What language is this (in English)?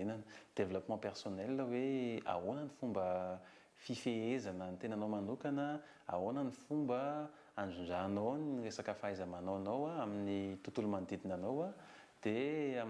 Malagasy